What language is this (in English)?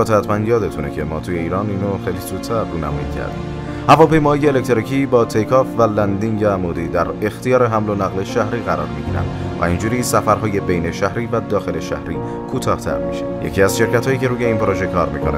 Persian